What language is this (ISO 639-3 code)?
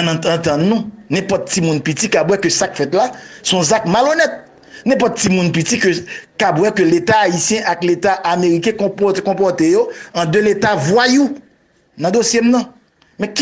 hat